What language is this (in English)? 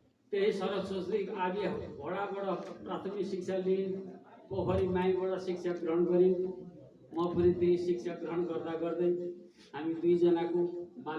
Nepali